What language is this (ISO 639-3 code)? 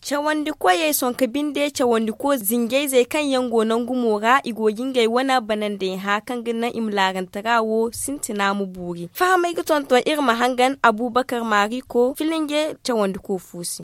dje